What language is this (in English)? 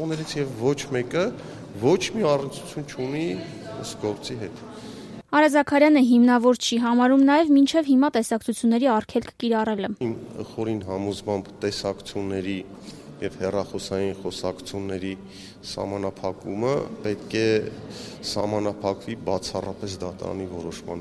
Armenian